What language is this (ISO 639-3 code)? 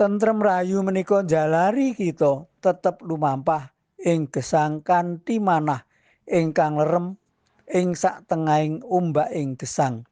jav